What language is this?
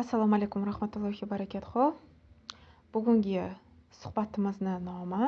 Uzbek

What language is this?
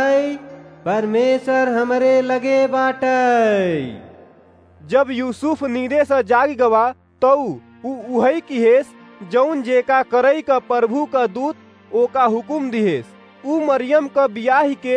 Awadhi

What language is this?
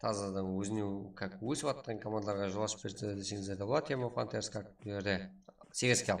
Kara-Kalpak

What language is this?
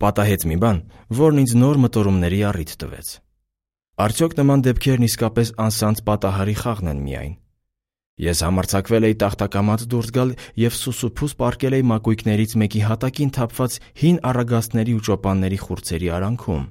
Armenian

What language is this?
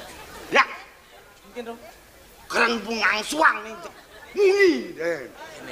Balinese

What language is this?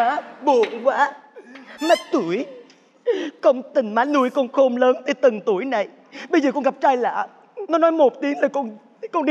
Vietnamese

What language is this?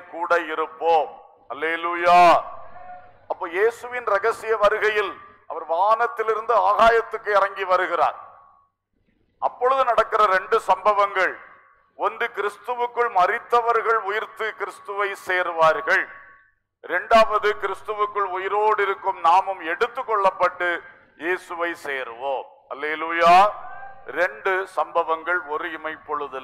Tamil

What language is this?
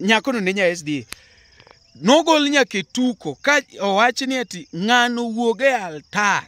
Luo (Kenya and Tanzania)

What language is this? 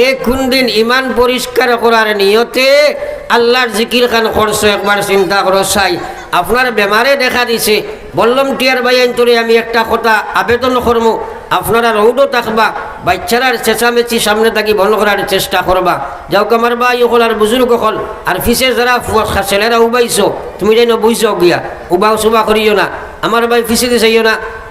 Sylheti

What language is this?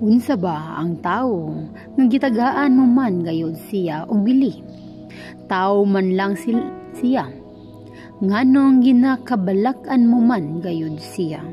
Cebuano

